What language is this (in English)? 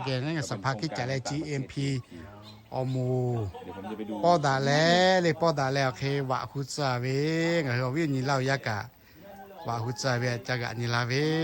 Lahu